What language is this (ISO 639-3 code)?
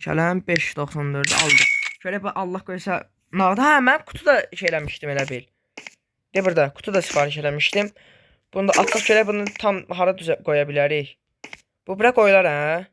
aze